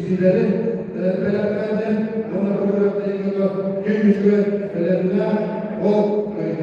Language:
Yakut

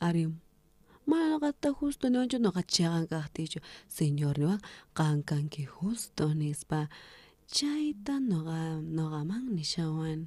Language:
South Bolivian Quechua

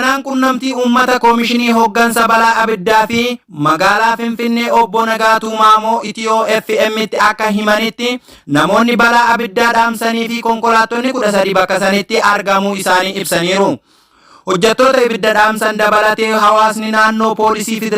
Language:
Oromo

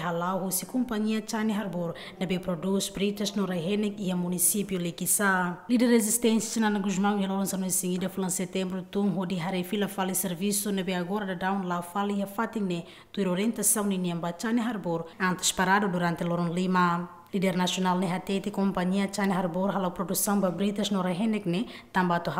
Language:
Tetum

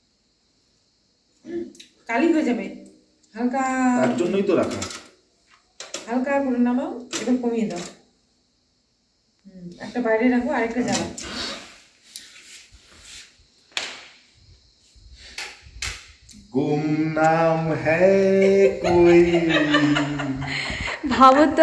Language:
Bangla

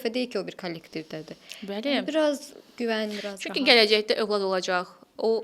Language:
Azerbaijani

